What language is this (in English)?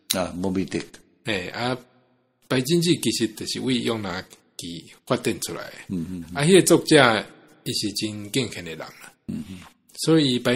Min Nan Chinese